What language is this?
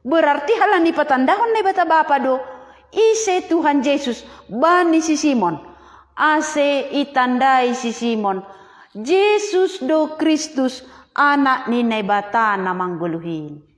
Batak Simalungun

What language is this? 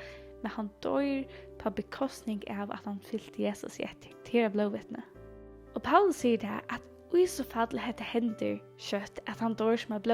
Faroese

